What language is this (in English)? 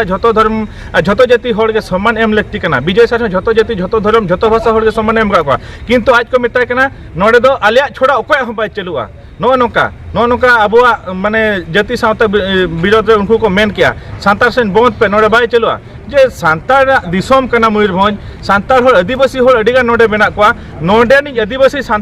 Santali